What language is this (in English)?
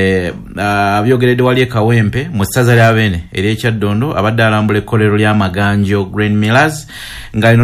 Ganda